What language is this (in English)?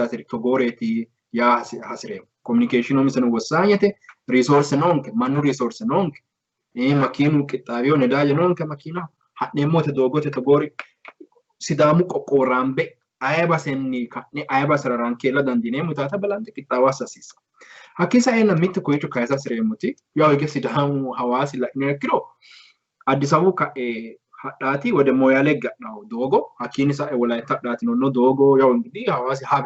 Sidamo